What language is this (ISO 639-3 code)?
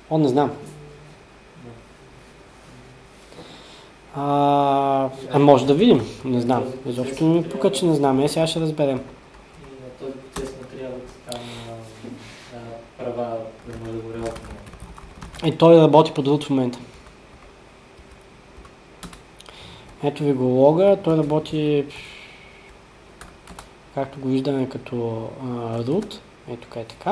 bul